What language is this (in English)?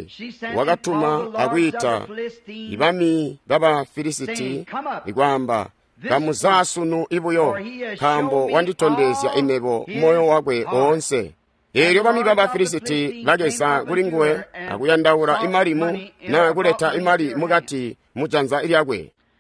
Tonga (Zambia)